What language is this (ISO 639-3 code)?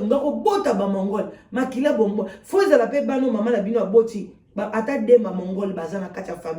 lin